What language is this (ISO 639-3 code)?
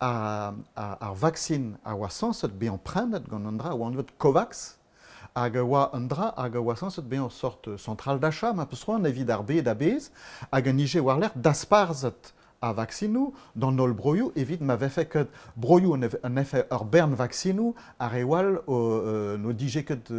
bre